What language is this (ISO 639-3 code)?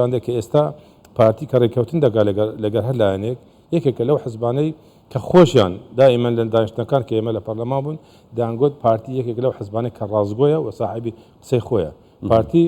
ckb